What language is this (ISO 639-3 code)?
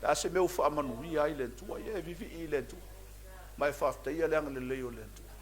smo